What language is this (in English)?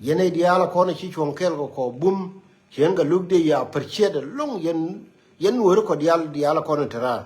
Nuer